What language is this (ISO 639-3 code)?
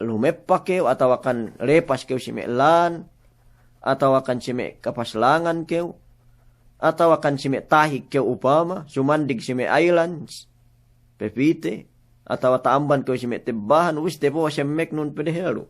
yka